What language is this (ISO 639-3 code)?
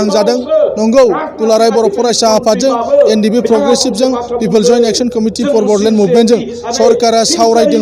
brx